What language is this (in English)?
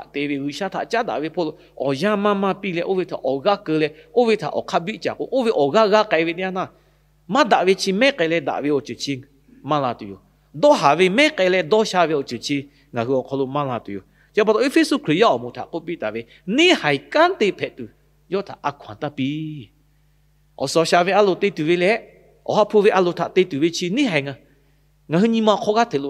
Lahu